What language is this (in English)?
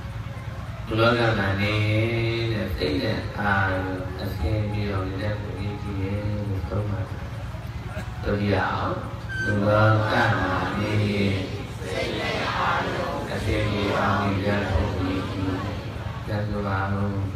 Burmese